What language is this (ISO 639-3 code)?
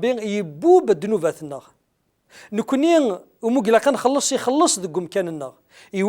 kab